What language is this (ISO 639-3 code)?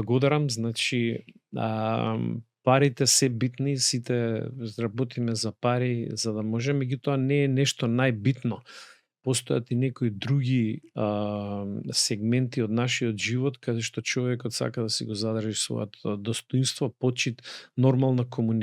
mkd